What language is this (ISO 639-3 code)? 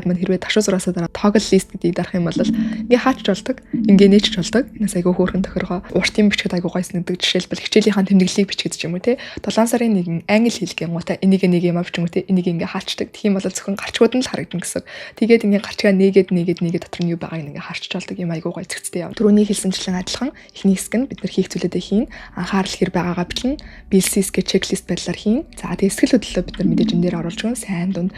mon